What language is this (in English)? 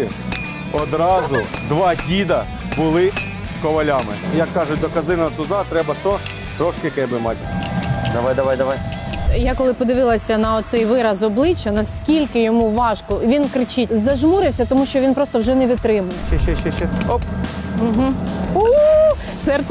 Ukrainian